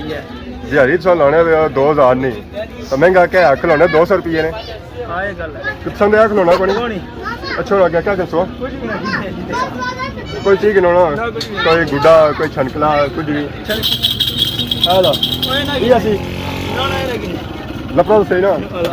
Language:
Pahari-Potwari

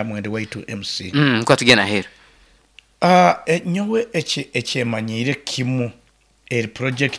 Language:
Nyoro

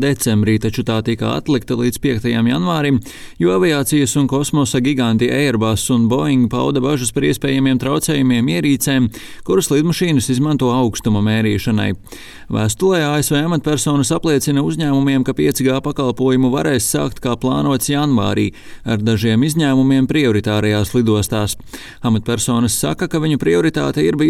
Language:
Latvian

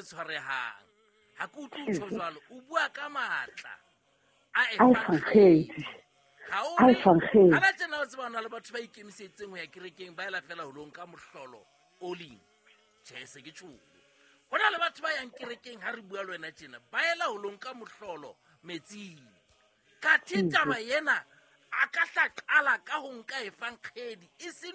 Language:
Southern Sotho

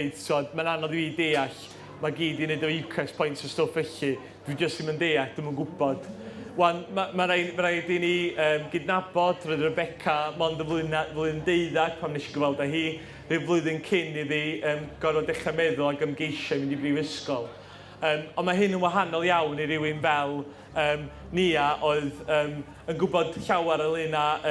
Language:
Welsh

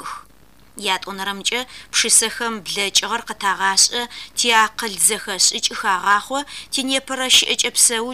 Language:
Adyghe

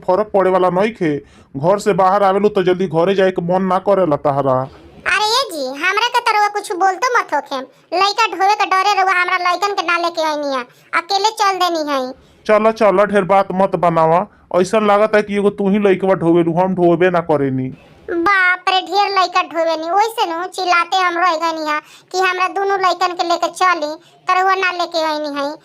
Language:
Bhojpuri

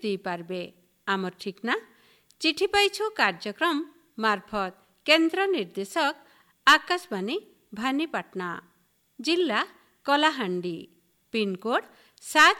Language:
Odia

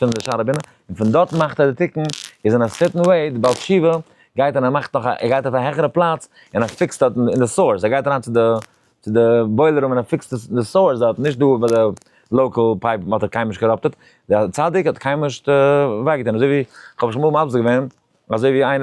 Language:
Yiddish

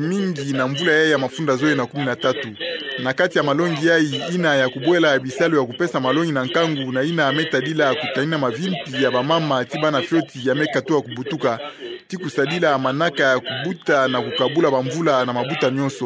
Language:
Kituba (Democratic Republic of Congo)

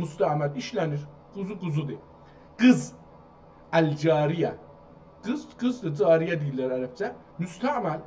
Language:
South Azerbaijani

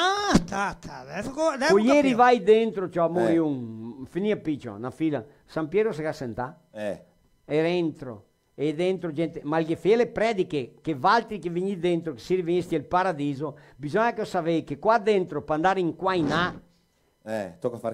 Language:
Venetian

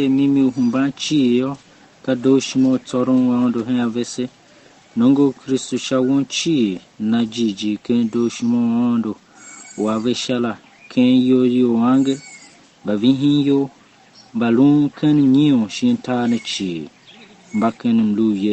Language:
Tiv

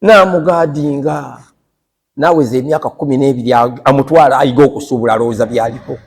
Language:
Ganda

